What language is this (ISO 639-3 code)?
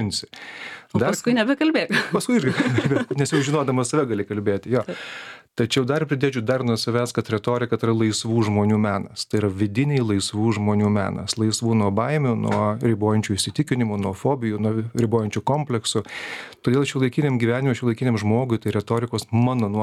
lit